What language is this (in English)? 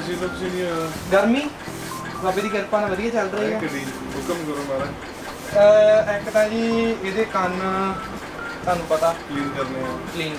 Punjabi